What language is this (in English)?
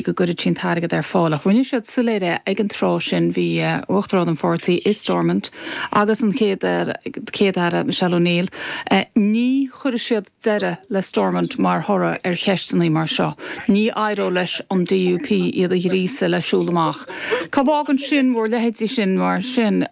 Irish